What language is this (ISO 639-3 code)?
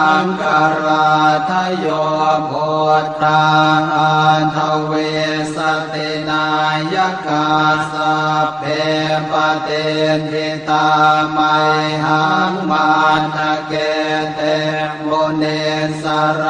pli